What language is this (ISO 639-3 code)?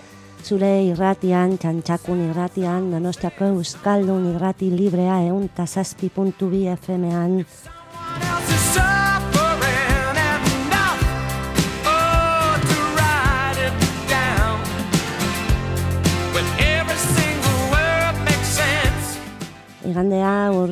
eus